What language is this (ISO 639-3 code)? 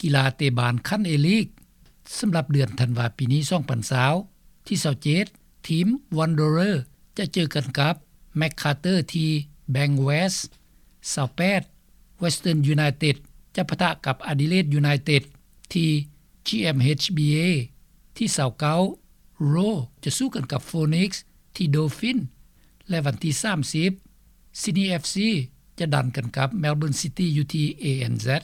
lao